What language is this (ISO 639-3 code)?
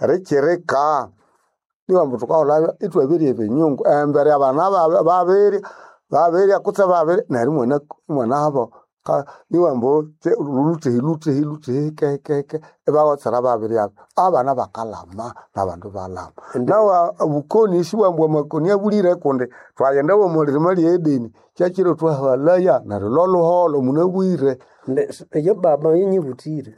nnb